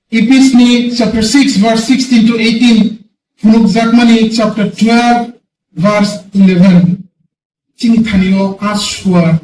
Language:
Kok Borok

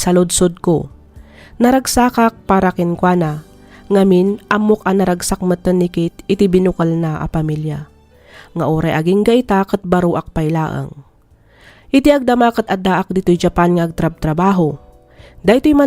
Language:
Iloko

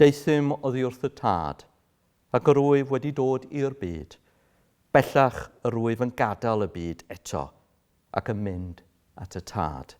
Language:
Welsh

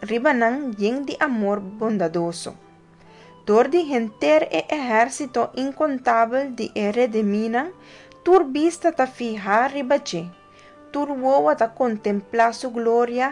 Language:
Papiamento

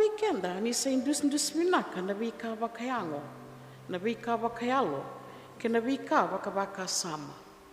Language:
Fijian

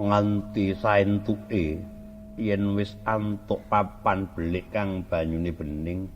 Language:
Javanese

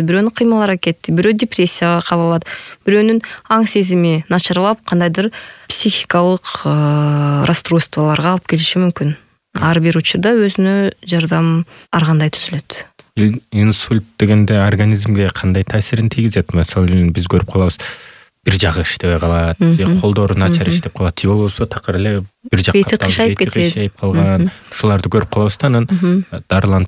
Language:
Kyrgyz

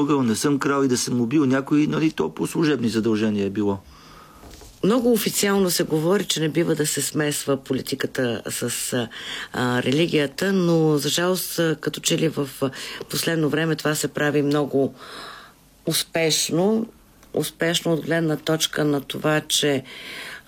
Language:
Bulgarian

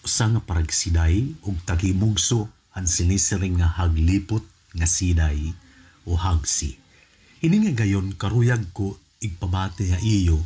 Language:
Waray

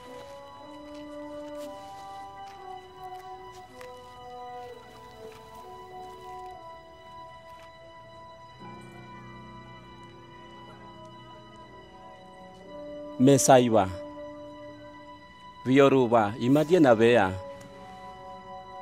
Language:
Swahili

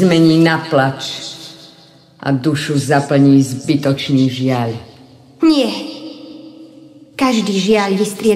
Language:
Slovak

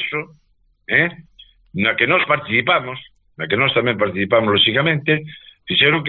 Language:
Galician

